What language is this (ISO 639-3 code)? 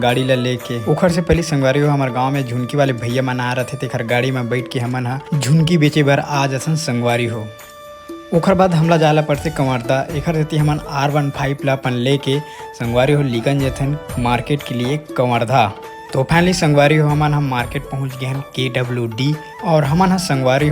hne